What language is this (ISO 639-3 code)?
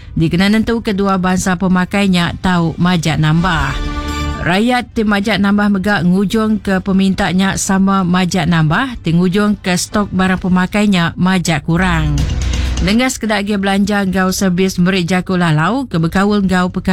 iba